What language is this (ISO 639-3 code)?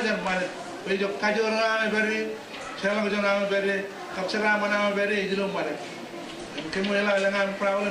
mah